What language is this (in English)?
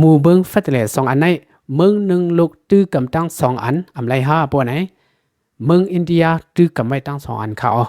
Shan